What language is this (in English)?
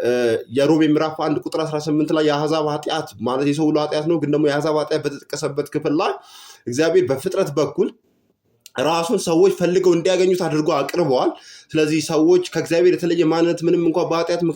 Amharic